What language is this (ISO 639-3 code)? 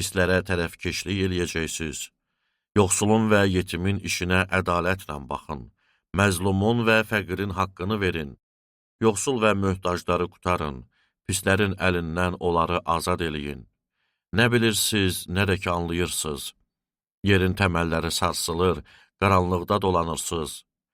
aze